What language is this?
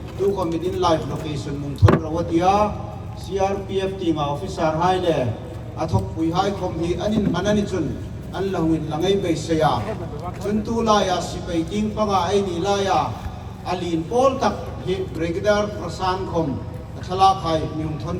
Hmar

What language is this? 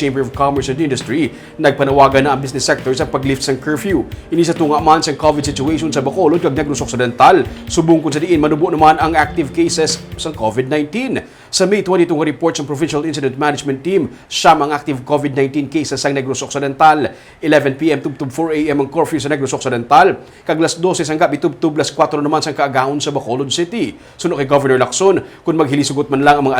Hiligaynon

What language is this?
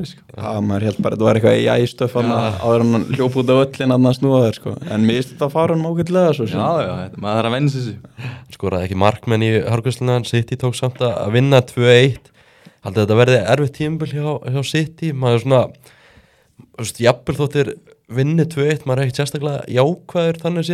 Icelandic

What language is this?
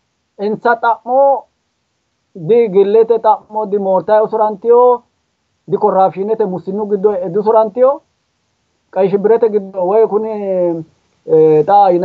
Sidamo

